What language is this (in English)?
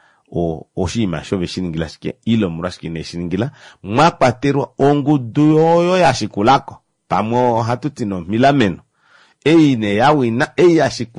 Kuanyama